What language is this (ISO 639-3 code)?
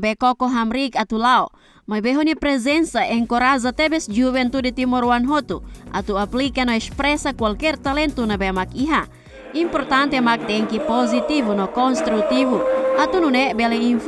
tet